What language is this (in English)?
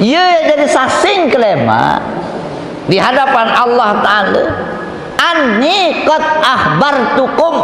Sasak